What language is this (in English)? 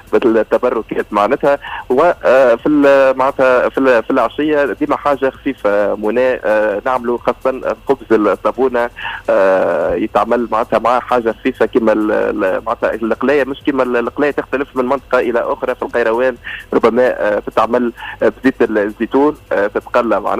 Tunisian Arabic